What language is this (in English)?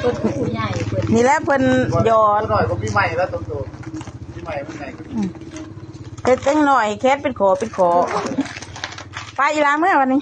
Lao